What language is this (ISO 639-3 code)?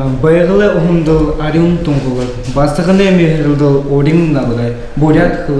bua